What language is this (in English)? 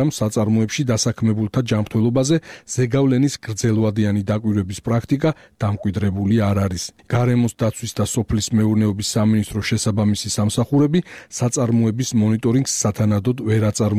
Georgian